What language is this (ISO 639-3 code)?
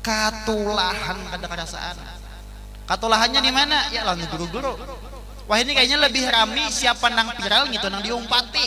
bjn